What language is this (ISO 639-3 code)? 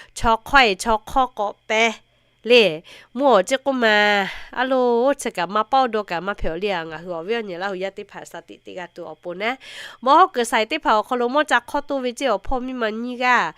lhu